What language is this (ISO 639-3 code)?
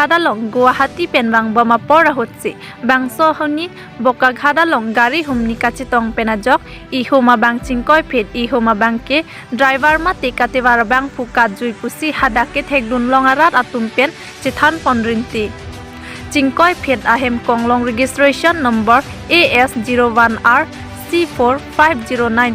mjw